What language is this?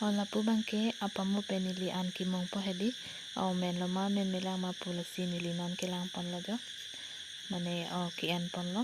Karbi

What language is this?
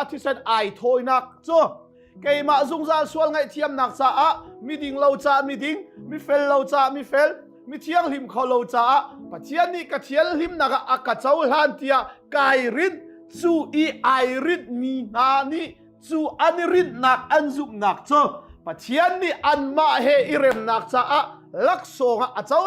Hakha Chin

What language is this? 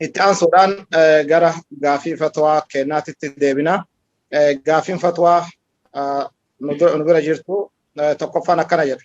Oromo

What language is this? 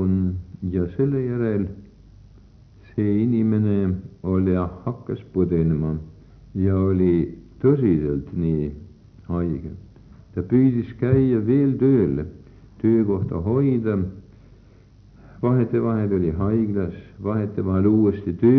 Estonian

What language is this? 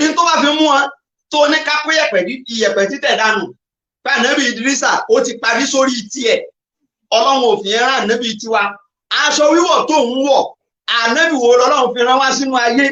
Yoruba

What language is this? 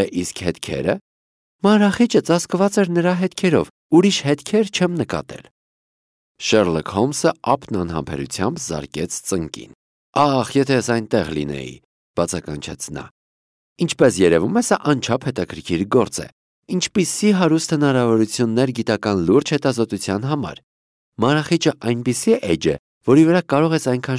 Armenian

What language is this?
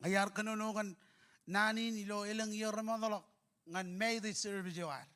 Marshallese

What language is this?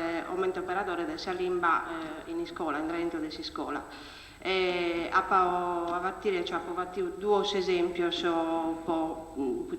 Sardinian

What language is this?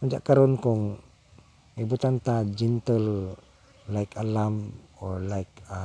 Cebuano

